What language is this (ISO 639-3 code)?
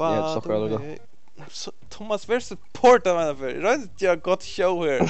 fao